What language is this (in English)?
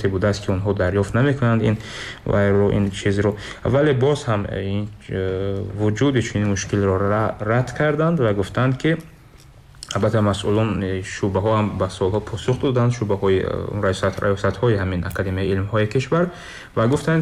Tajik